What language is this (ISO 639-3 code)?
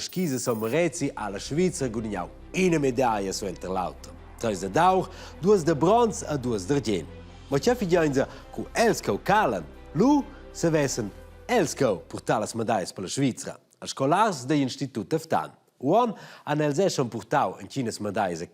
roh